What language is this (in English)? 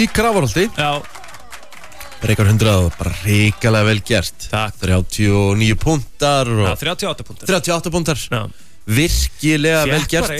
Icelandic